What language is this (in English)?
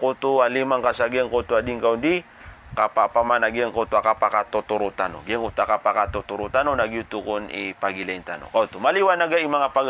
Maranao